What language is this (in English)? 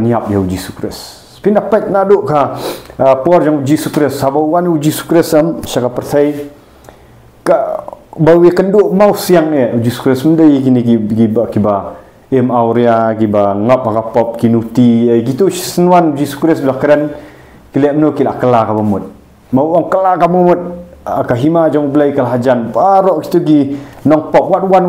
Khasi